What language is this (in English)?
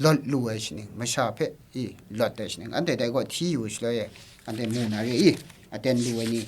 Kachin